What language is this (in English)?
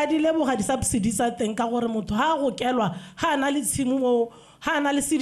Tswana